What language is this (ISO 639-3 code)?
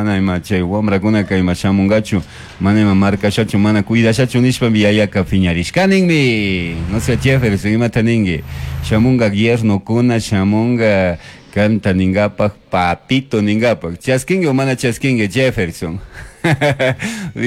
qug